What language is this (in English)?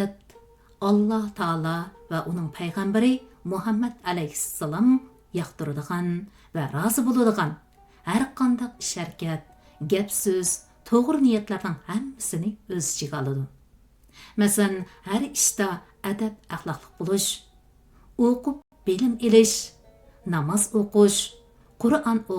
Uyghur